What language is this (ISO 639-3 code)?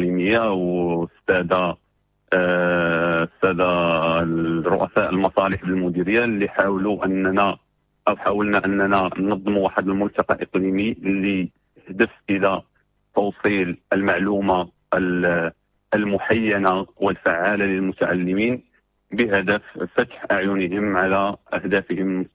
ary